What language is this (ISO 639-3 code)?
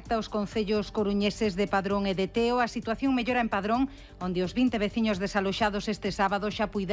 glg